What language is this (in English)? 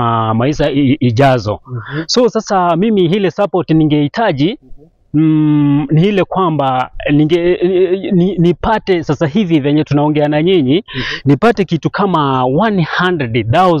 Swahili